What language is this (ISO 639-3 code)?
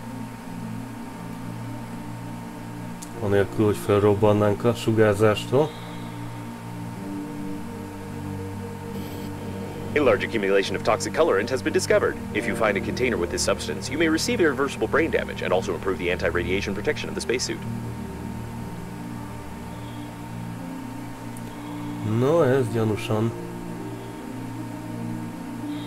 hun